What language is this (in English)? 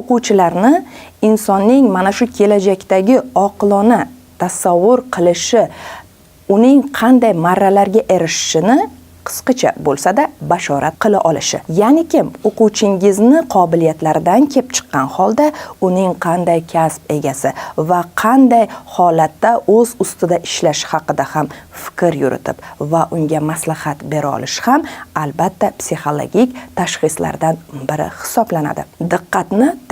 Uzbek